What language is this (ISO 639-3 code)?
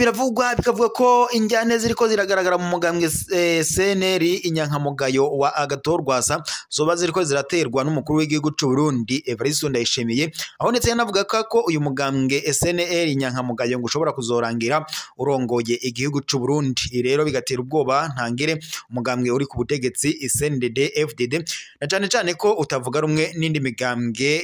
run